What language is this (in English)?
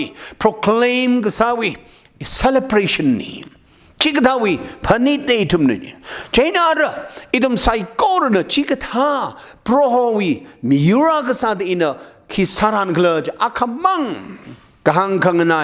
Tangkhul Naga (India)